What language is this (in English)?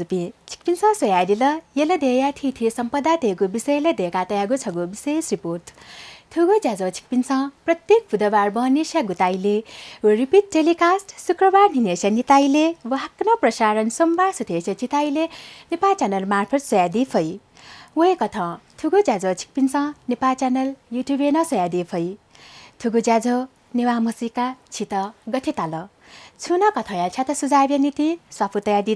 Newari